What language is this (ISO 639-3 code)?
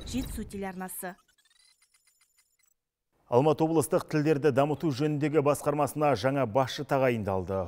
kaz